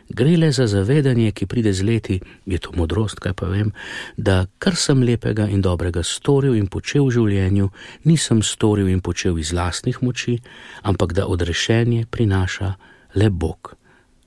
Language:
Slovenian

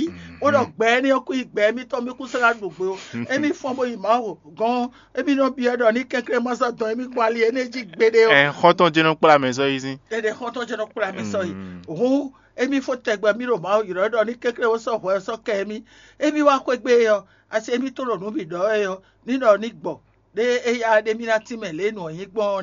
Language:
Fon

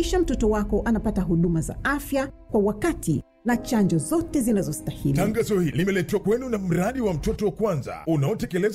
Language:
Swahili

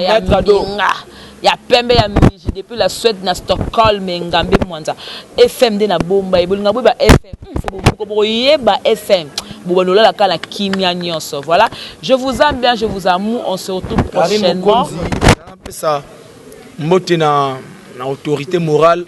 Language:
Lingala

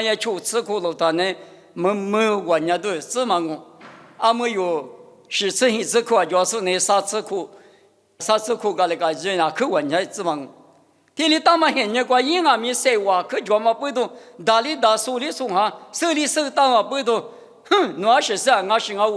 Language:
Lisu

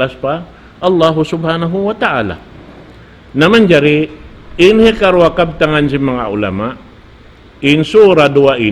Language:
Tausug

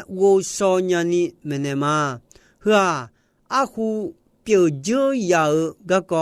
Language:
Akha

